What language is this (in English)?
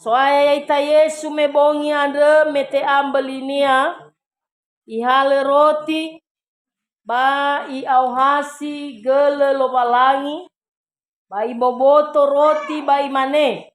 Nias